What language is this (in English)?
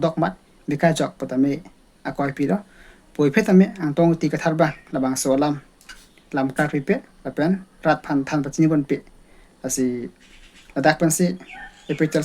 Karbi